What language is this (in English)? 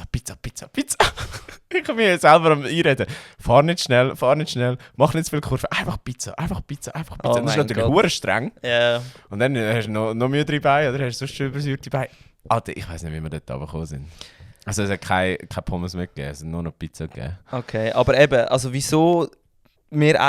Swiss German